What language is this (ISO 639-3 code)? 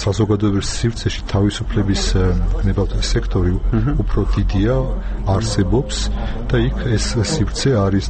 kat